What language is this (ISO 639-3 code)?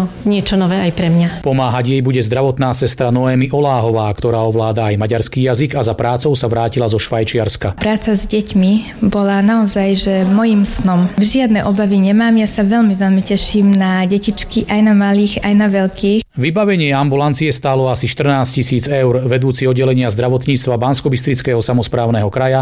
slk